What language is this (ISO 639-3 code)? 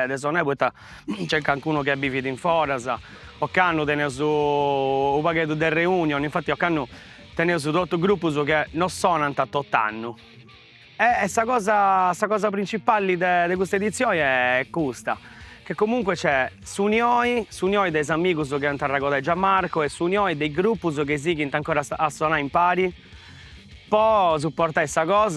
srd